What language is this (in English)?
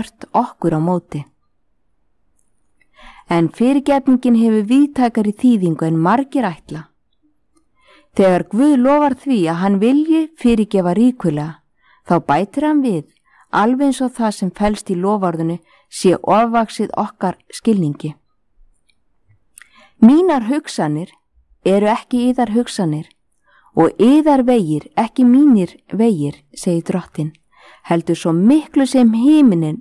Icelandic